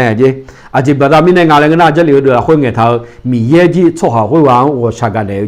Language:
Akha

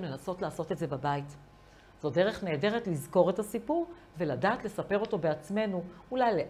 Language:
Hebrew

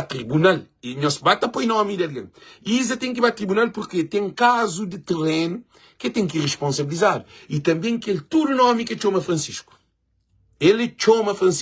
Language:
Kabuverdianu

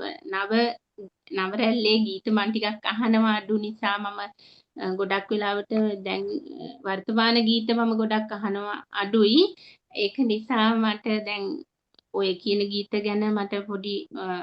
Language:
Sinhala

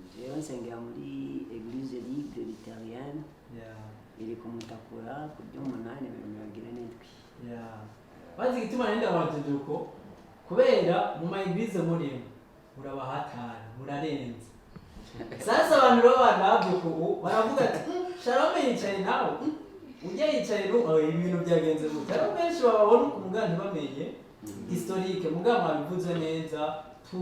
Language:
Rundi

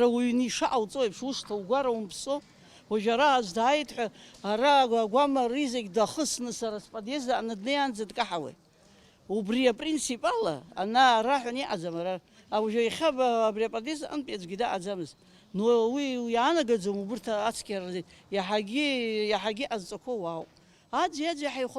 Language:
Abkhazian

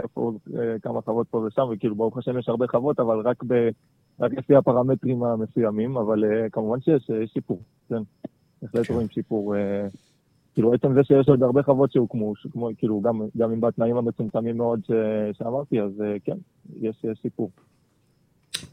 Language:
Hebrew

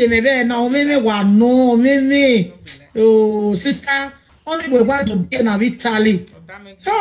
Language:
Nigerian Pidgin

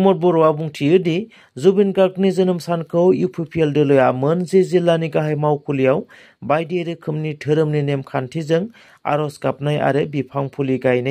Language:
Bodo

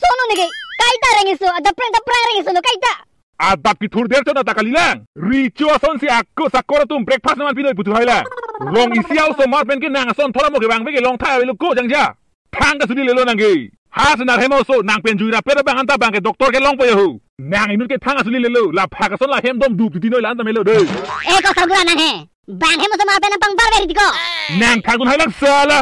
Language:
Karbi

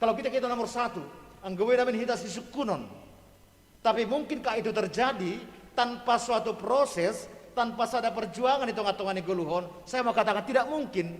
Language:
Batak Simalungun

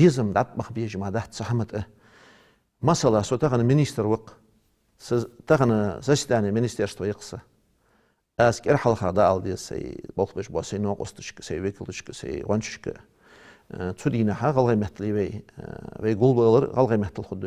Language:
Ingush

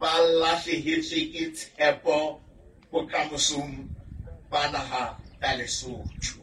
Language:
Southern Sotho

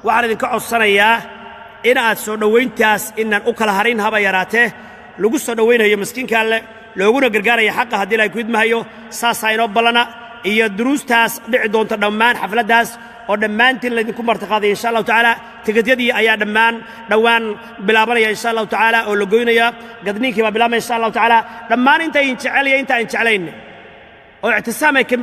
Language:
Somali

